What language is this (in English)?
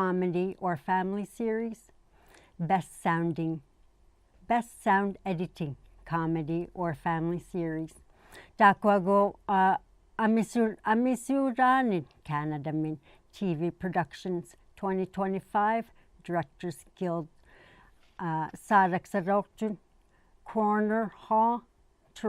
Inuktitut